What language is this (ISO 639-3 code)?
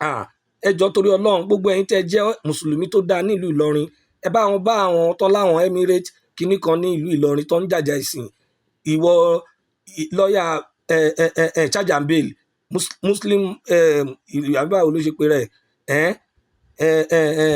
yor